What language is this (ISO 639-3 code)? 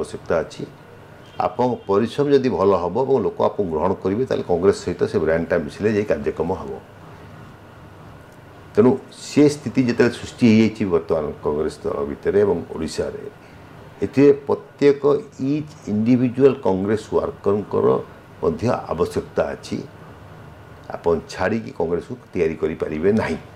ori